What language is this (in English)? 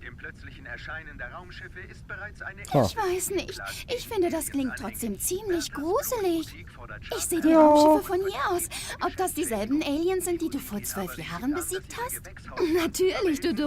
Swiss German